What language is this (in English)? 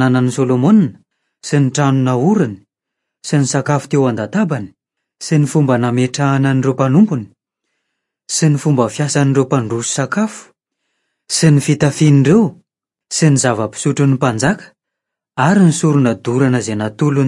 Malagasy